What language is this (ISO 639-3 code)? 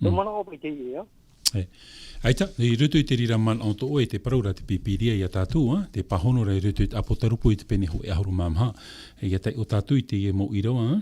tah